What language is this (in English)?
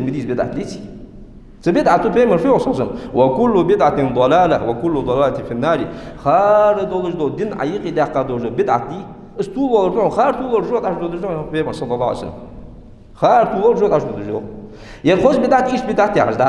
Ingush